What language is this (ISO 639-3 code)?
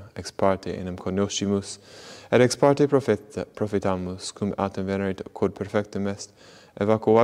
lat